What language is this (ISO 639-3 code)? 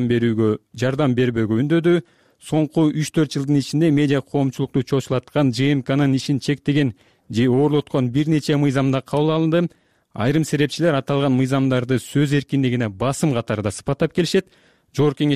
kir